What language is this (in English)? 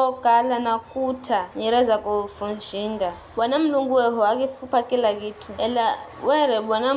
Giryama